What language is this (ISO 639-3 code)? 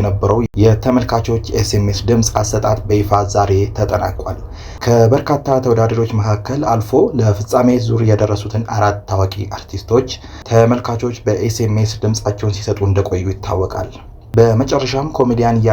amh